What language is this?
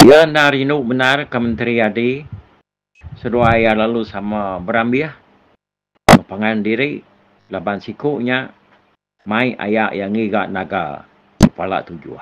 Iban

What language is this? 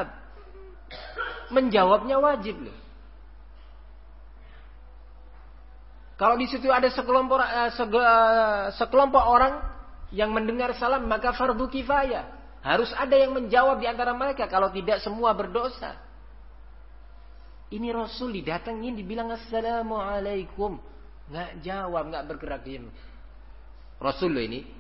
Indonesian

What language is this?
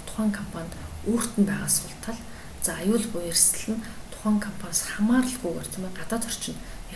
Mongolian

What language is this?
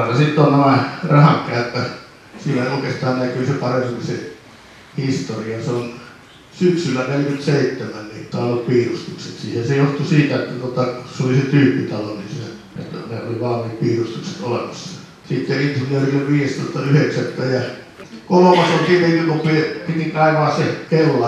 Finnish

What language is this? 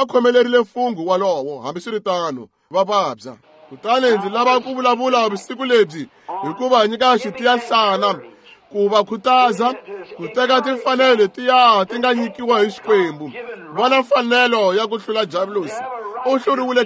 Tsonga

